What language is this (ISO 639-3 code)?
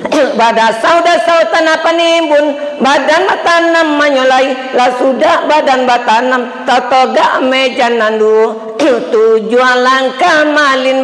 min